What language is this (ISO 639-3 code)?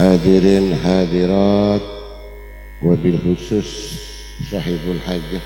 mad